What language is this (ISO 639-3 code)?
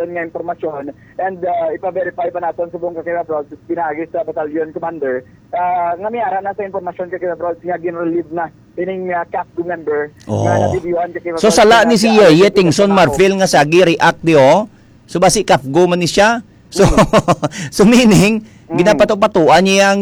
hil